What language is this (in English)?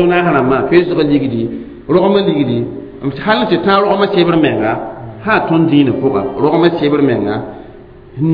Mossi